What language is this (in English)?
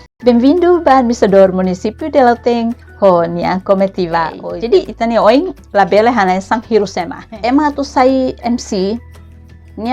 Tetum